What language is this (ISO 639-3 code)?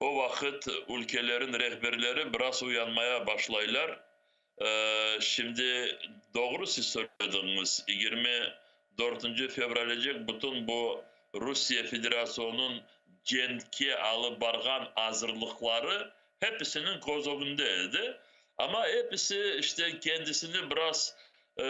crh